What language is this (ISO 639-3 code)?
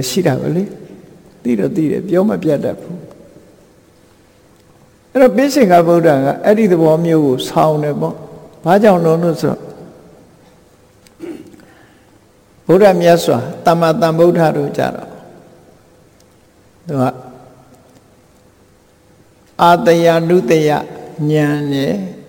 mya